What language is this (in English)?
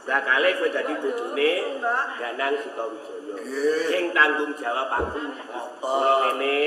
Javanese